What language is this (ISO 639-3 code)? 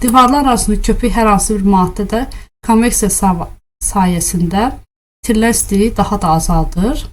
aze